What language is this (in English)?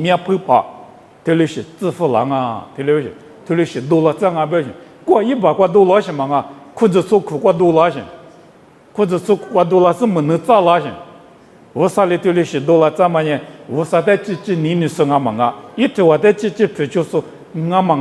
Lisu